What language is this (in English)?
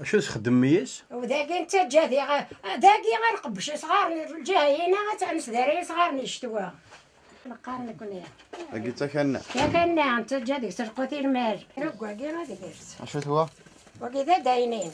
Kabyle